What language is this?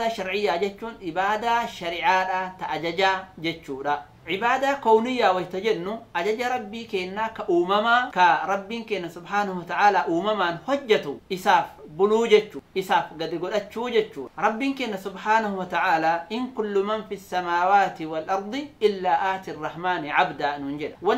Oromo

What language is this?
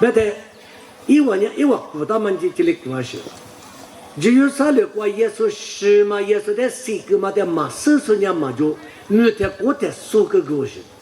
Lisu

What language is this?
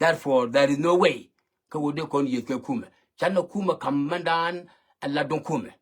Nuer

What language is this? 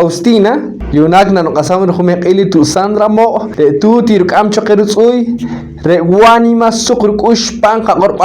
Poqomchi'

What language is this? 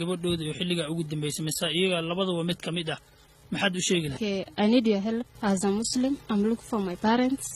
Somali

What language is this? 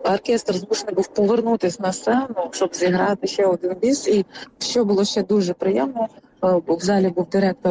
Ukrainian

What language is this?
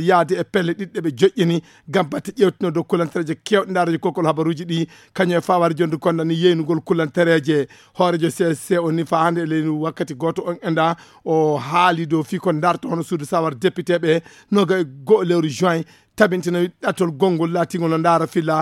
Fula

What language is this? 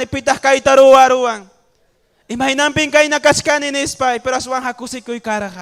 Ayacucho Quechua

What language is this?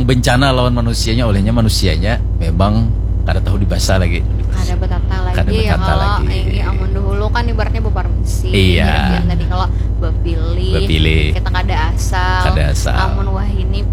Banjar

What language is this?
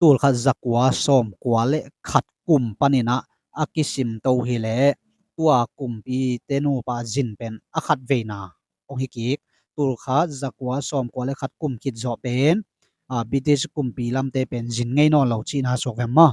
Tedim Chin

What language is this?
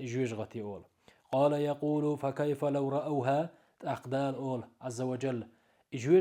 Chechen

